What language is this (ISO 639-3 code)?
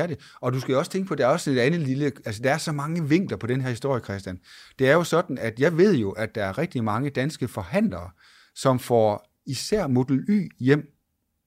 dan